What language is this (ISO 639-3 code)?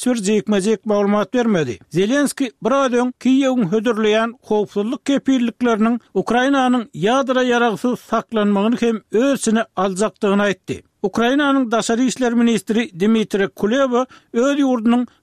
tuk